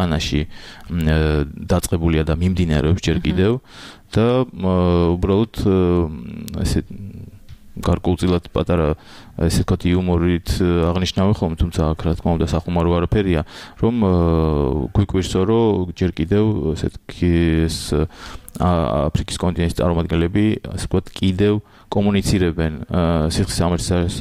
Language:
Georgian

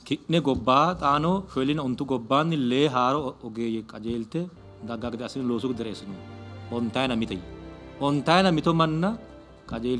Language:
Sidamo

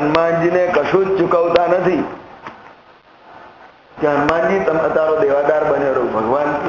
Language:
Gujarati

